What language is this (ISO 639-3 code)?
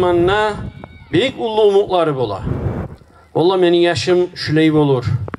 kum